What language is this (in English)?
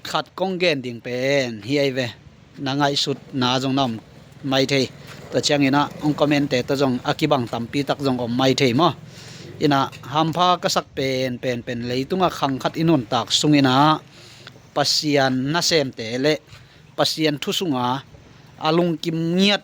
Tedim Chin